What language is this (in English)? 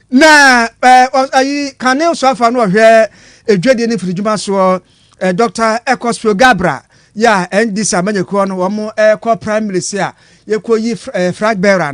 Akan